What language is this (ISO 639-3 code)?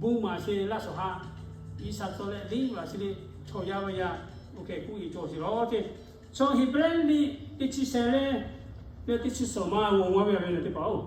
lhu